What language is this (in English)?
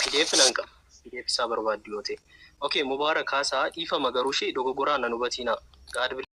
Oromo